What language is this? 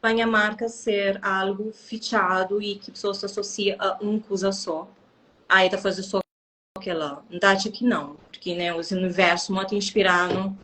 Kabuverdianu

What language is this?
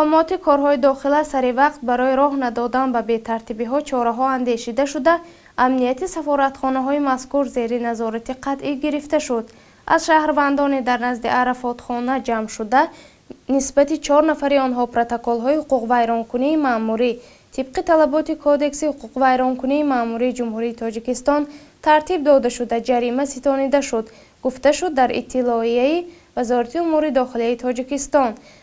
Tajik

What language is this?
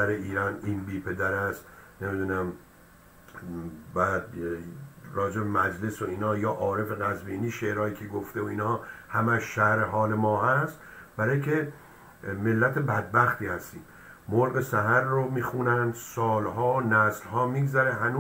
Persian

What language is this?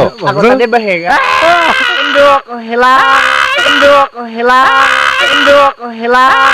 Banjar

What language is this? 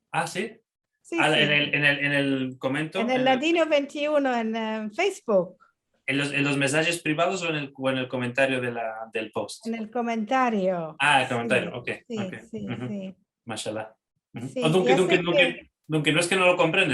Ladino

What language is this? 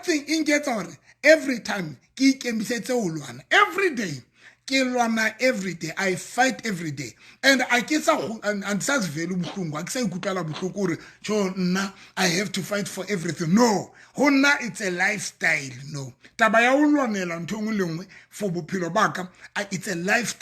Southern Sotho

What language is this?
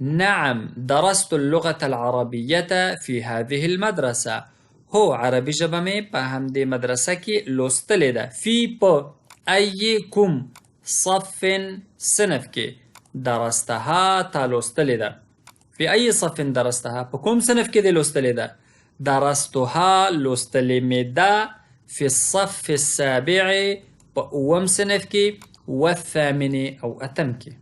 Pashto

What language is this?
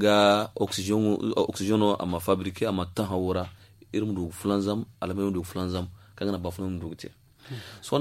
Zarma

